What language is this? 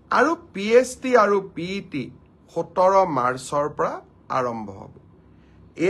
Assamese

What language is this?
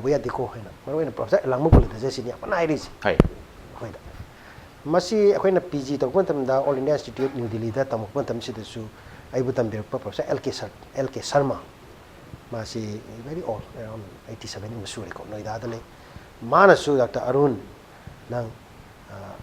Manipuri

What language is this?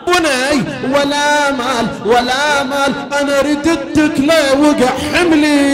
Arabic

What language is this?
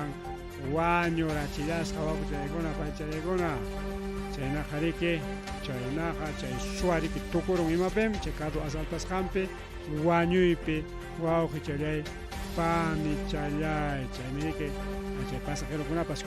Ayacucho Quechua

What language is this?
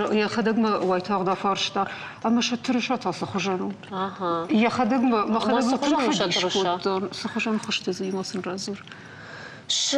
Ossetic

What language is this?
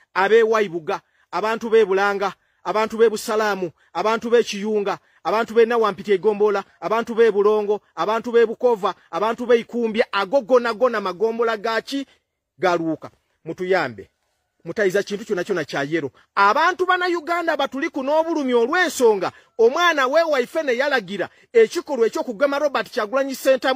Ganda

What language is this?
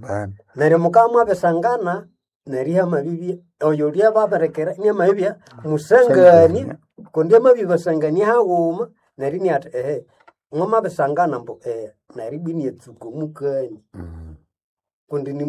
Nande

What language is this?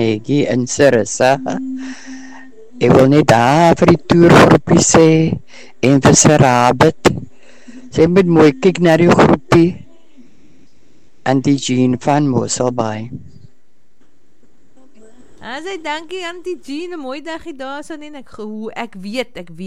Afrikaans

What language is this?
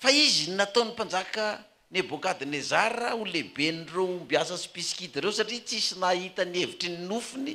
Malagasy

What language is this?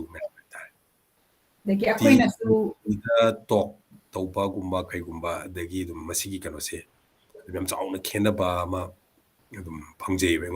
Manipuri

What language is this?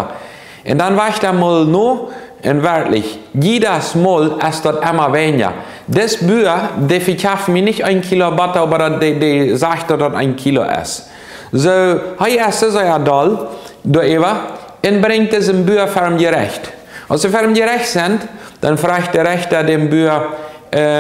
Plautdietsch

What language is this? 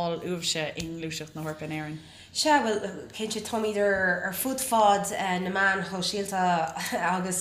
Irish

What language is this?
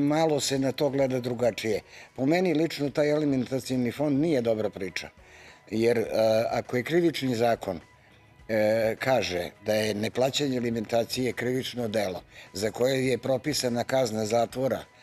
Serbian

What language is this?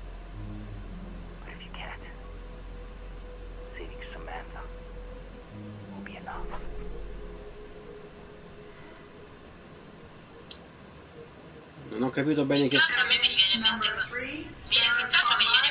Italian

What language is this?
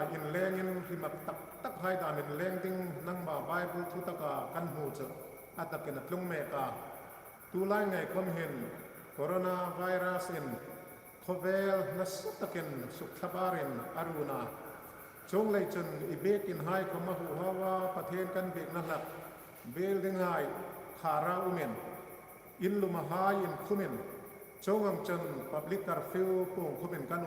Hmar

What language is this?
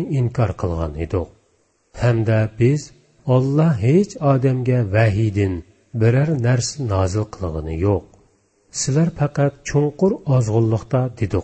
Uyghur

